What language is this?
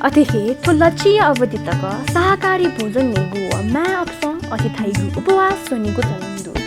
Newari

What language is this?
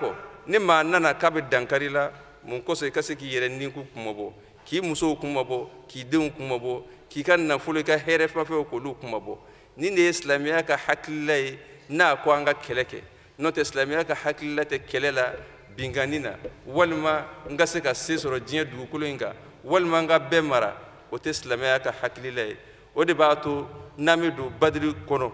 Bambara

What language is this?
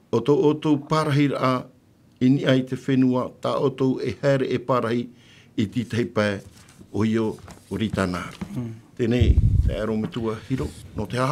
Tahitian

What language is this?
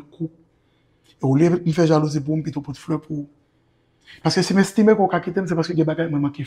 Haitian Creole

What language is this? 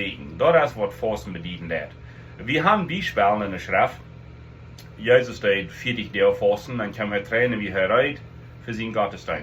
Plautdietsch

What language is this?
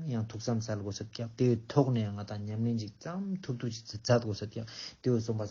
Ladakhi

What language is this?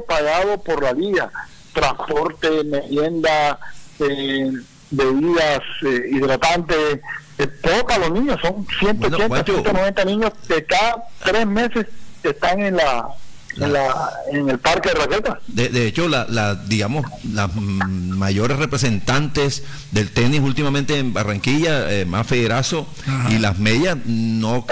Spanish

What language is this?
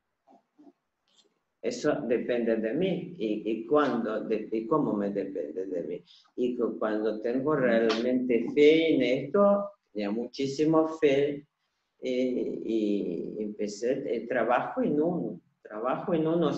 Spanish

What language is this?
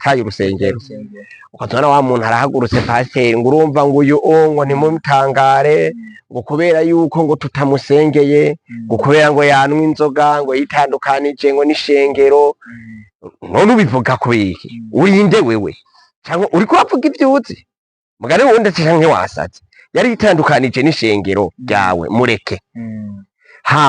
Rundi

